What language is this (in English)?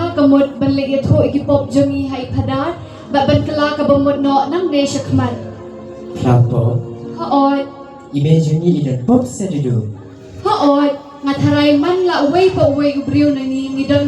Khasi